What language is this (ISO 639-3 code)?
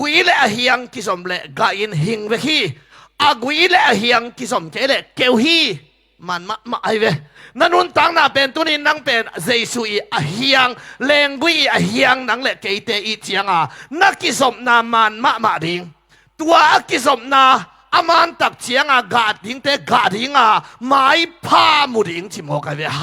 ctd